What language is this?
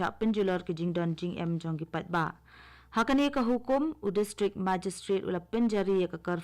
Khasi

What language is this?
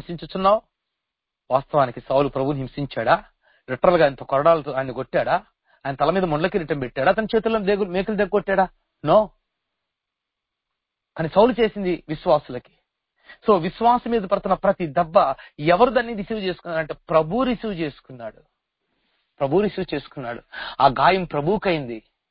Telugu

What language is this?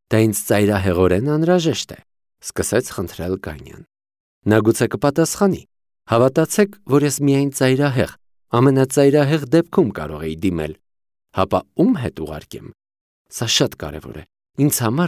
Armenian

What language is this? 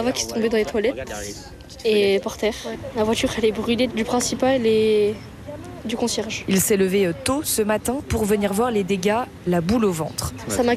French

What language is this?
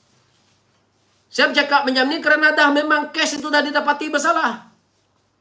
Malay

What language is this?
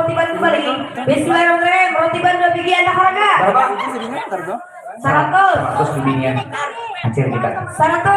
Banjar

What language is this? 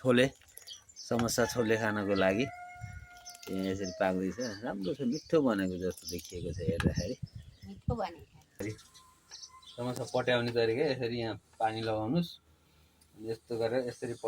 Nepali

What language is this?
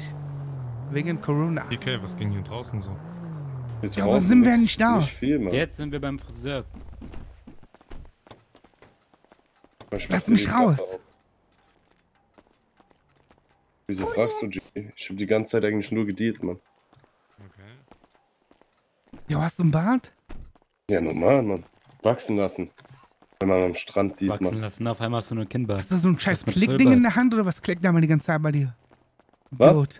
German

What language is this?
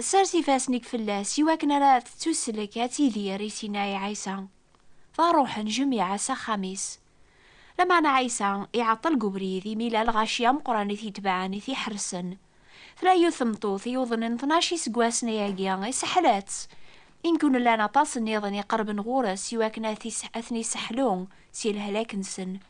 Kabyle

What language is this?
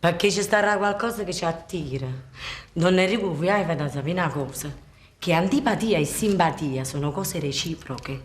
Neapolitan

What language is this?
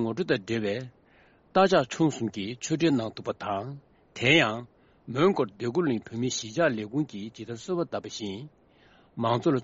Tibetan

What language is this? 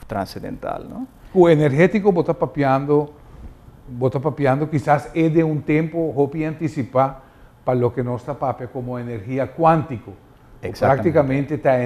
Papiamento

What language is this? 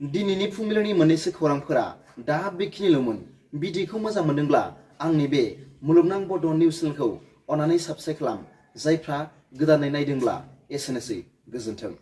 Bodo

